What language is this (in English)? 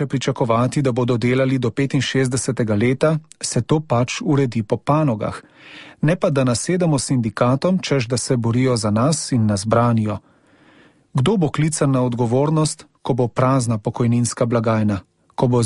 Slovenian